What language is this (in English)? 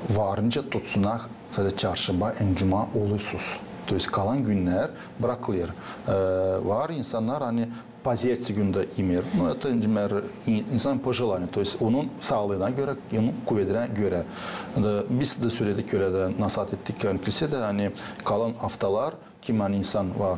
Gagauz